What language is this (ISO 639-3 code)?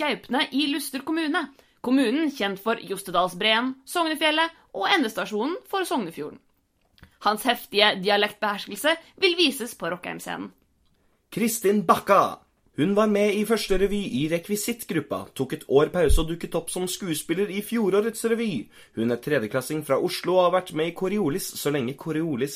nor